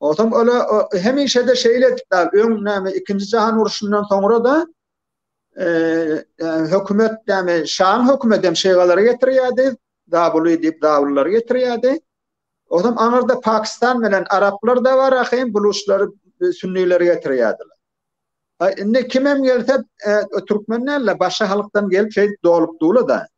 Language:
Turkmen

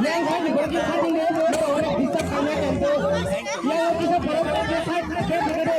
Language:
Kok Borok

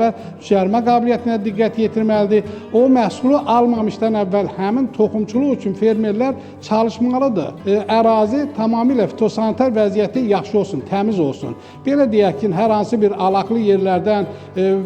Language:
Azerbaijani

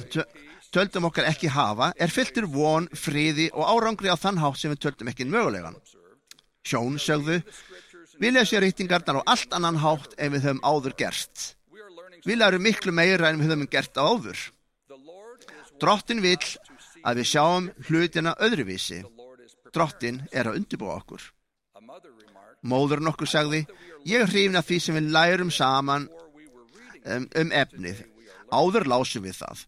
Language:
Icelandic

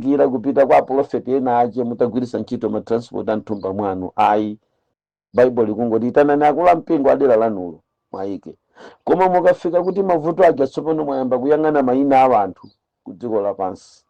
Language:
Nyanja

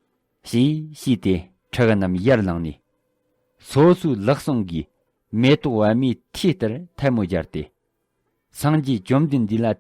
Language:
Tibetan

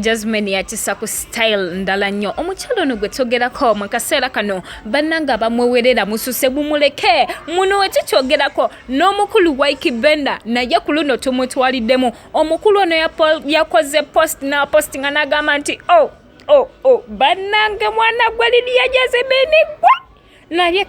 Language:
Ganda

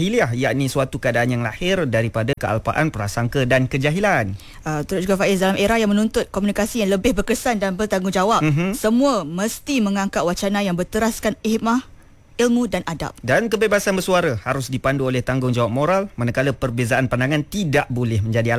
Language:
Malay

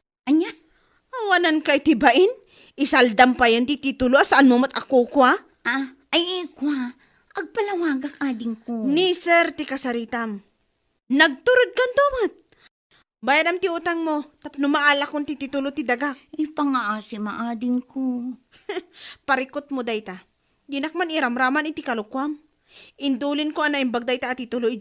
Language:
Iloko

